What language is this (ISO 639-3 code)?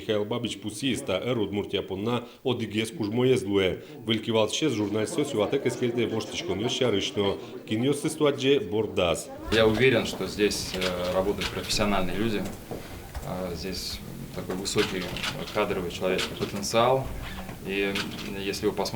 udm